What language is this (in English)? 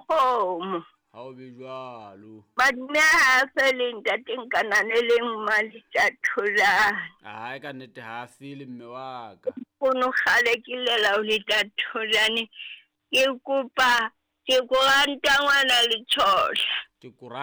Southern Sotho